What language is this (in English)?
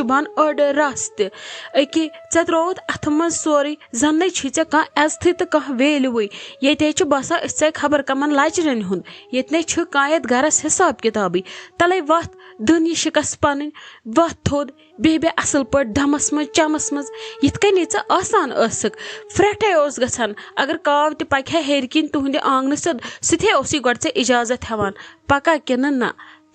Kashmiri